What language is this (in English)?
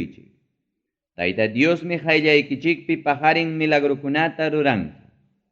Ayacucho Quechua